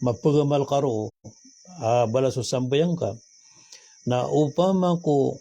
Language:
Maranao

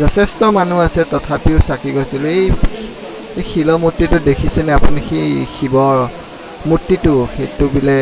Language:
Assamese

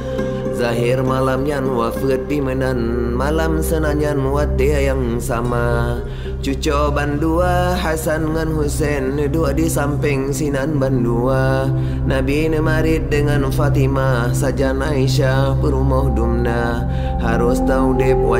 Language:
Achinese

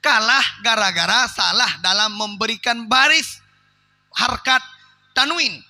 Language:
Achinese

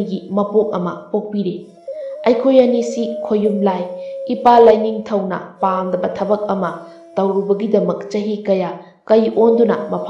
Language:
Manipuri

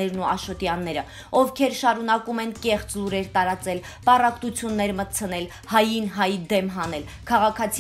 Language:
Armenian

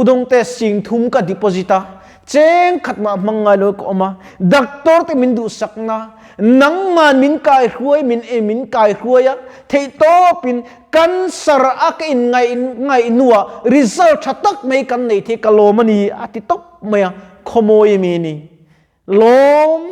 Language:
Mizo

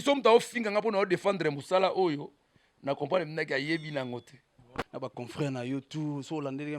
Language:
Lingala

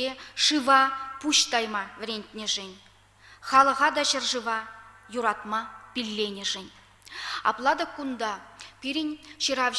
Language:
Chuvash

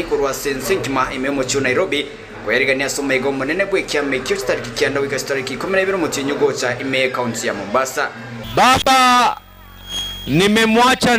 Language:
Gusii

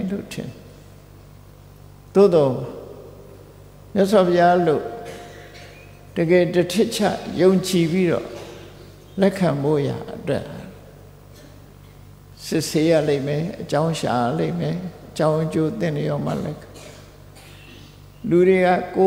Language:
Burmese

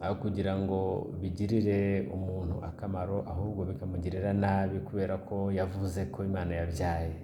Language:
Kinyarwanda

